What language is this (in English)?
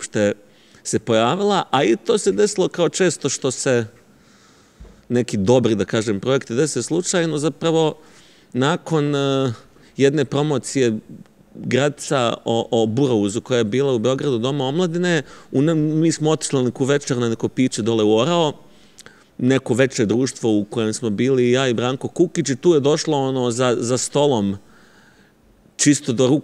Serbian